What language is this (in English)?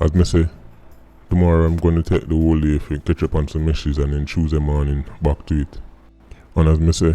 Jamaican Creole English